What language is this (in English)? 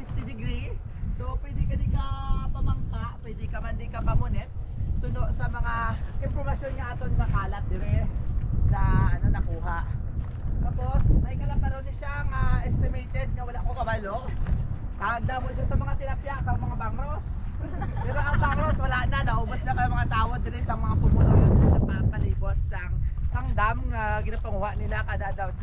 Hiligaynon